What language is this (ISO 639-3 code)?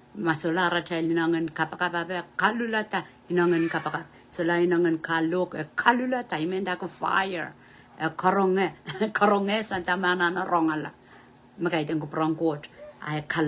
pon